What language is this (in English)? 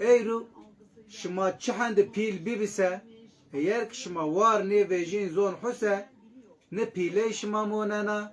Zaza